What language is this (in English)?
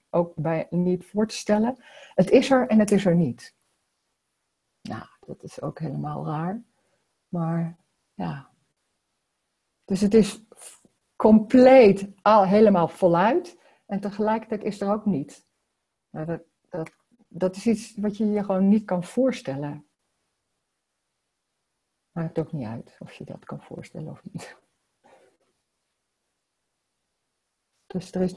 Dutch